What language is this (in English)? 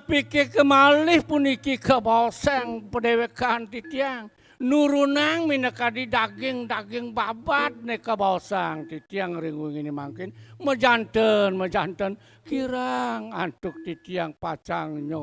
Balinese